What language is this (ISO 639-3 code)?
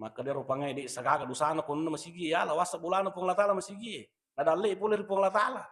bug